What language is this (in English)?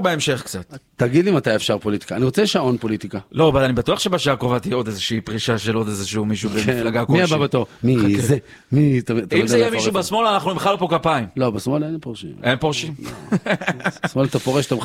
Hebrew